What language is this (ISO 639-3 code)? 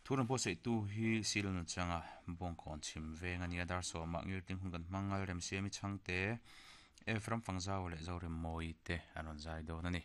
lus